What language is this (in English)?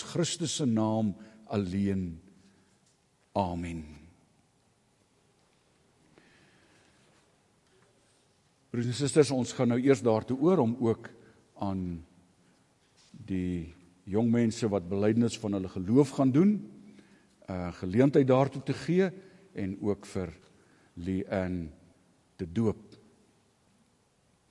Afrikaans